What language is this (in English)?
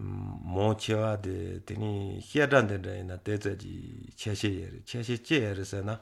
Malagasy